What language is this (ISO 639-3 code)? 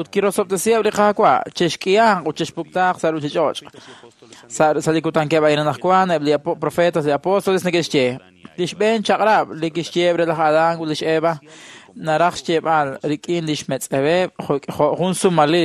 kek